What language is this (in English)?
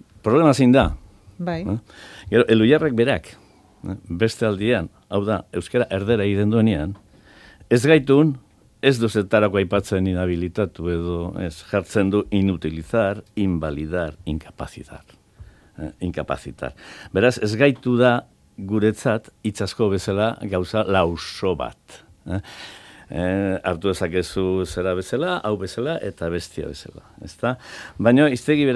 Basque